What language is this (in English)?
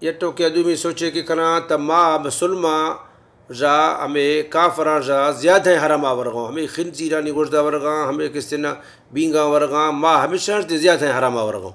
Baluchi